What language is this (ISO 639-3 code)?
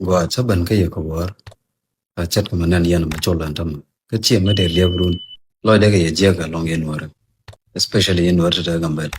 nus